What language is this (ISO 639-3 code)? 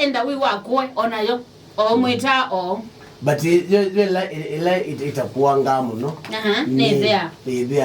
kam